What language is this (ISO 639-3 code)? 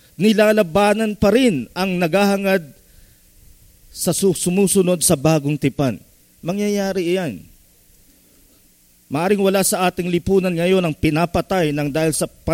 fil